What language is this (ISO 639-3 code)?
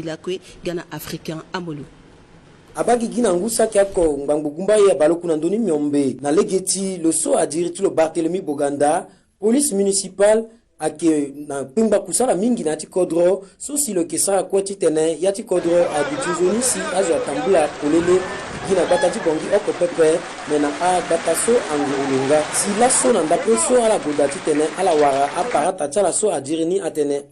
sag